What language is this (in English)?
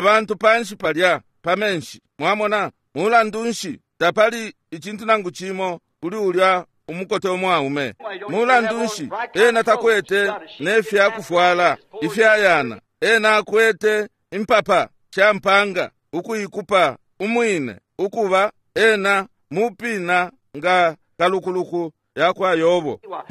Bemba